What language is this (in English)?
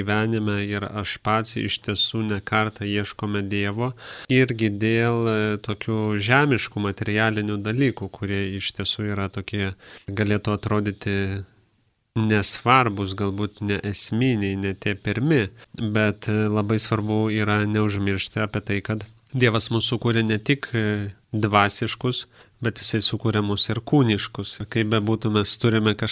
Lithuanian